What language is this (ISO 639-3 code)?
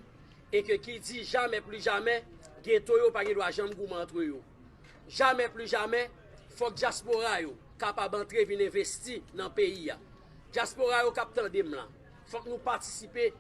hat